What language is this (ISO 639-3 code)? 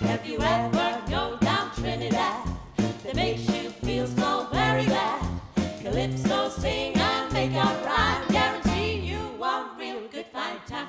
lim